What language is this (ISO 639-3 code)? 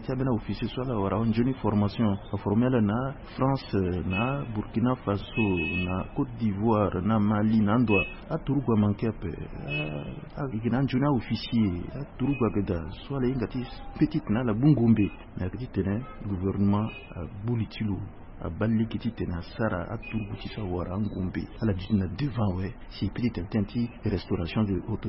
sag